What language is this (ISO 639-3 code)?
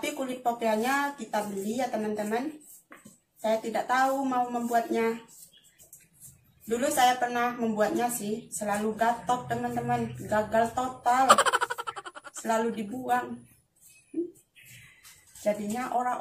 ind